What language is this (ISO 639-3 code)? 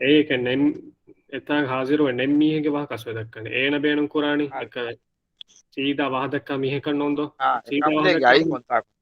div